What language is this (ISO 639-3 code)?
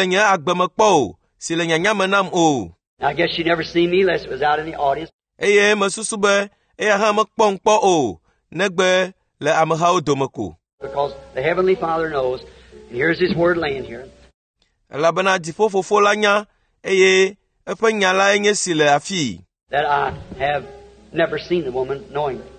ewe